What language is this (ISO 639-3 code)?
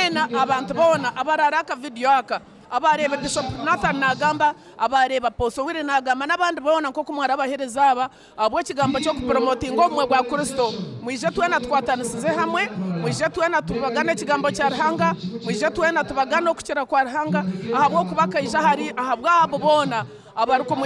nyn